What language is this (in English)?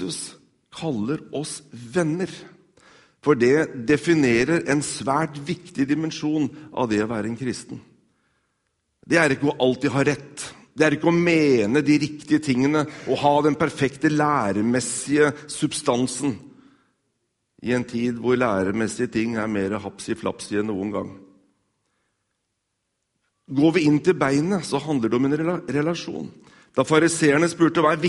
Norwegian